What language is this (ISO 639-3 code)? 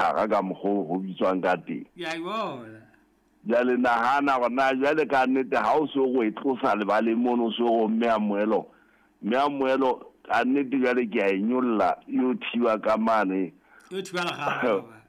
sot